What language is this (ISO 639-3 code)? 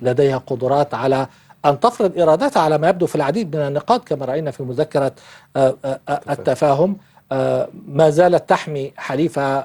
ara